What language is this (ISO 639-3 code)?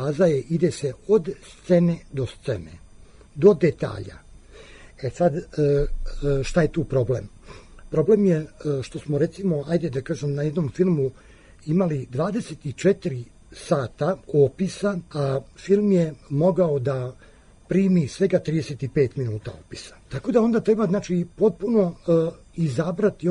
srp